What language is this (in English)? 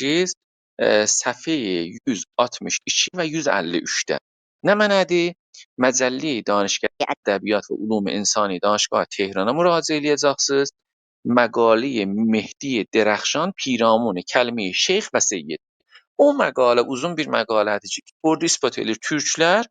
South Azerbaijani